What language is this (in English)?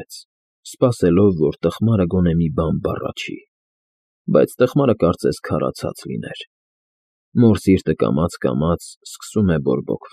Armenian